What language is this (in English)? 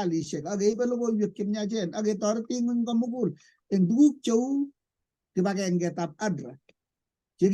Kalenjin